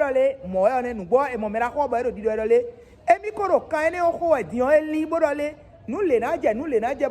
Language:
Fon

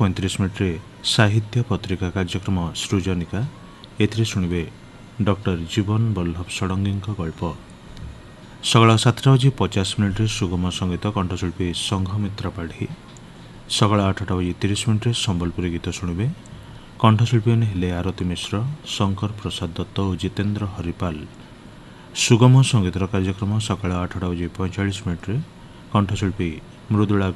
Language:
Odia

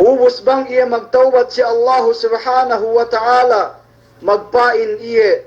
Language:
Yakan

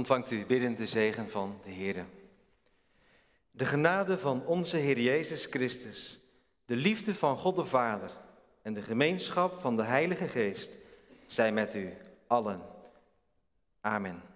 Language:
Dutch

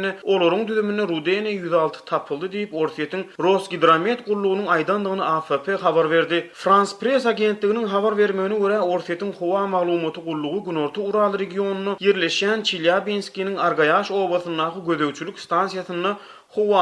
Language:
Turkmen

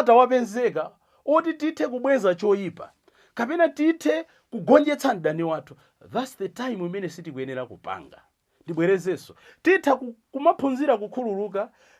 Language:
Nyanja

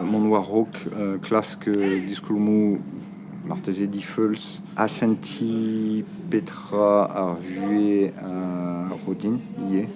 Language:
Breton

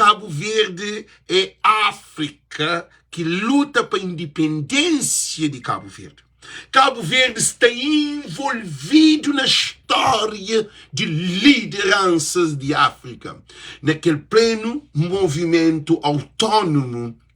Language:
Kabuverdianu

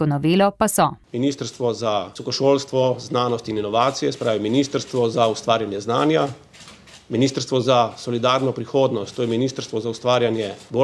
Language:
Slovenian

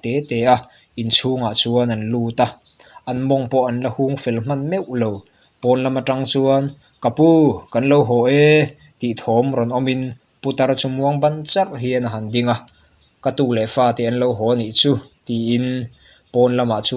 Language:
Mizo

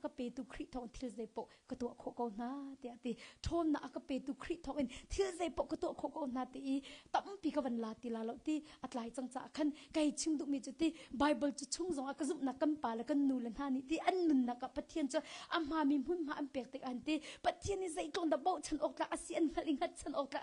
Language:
Hakha Chin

